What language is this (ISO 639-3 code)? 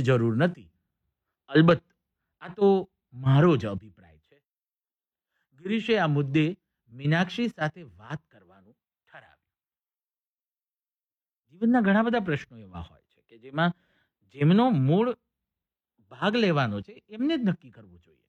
guj